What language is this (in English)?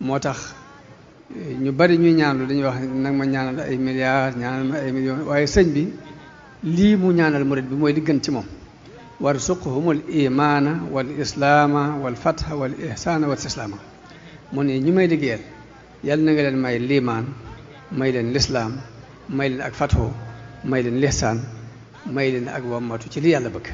Wolof